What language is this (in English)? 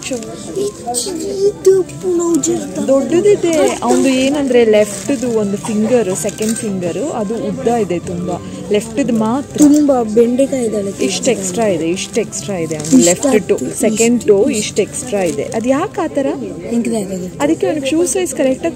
Kannada